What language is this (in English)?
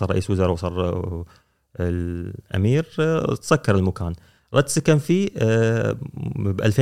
Gulf Arabic